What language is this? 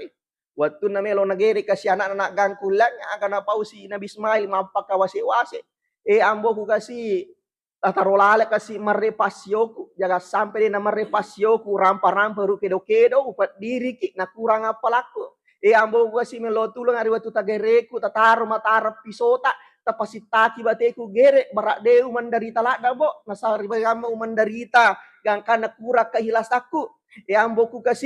Buginese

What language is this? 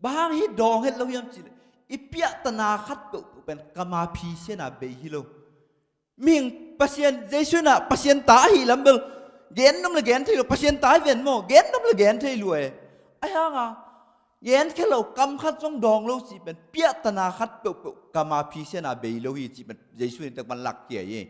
Tedim Chin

